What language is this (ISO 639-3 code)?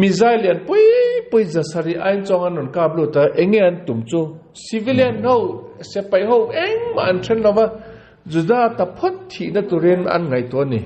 lus